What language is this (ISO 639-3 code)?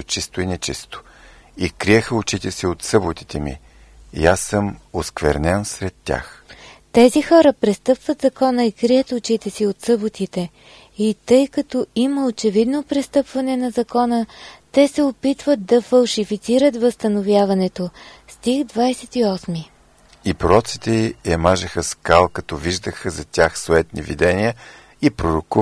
bul